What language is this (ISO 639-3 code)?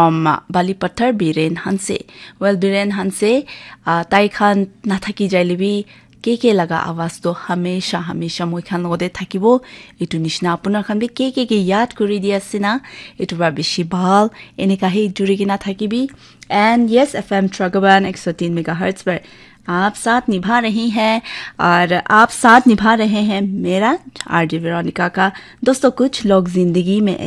nag